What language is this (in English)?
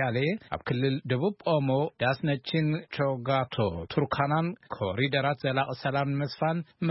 Tigrinya